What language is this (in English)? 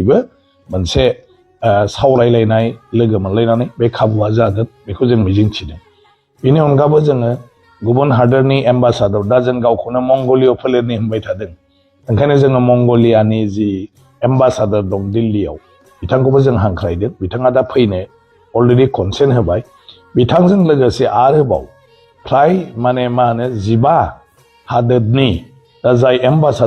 Bodo